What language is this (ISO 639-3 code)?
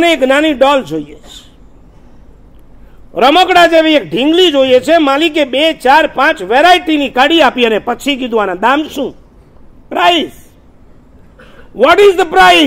guj